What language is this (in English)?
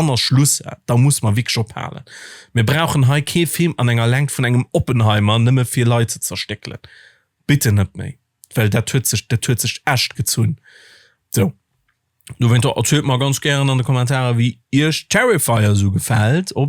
Luxembourgish